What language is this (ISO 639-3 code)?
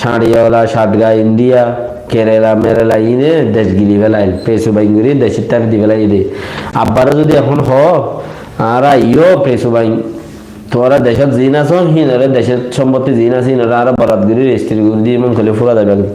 rhg